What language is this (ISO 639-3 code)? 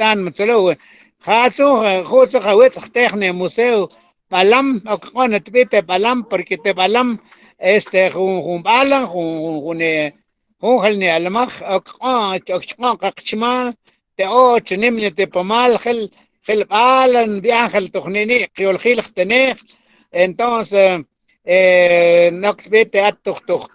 mam